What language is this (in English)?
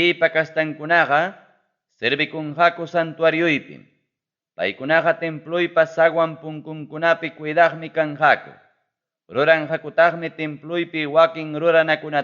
Ayacucho Quechua